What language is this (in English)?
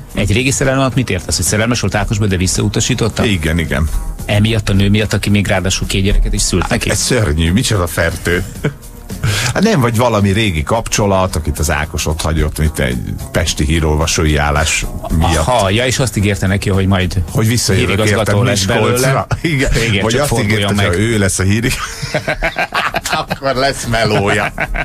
Hungarian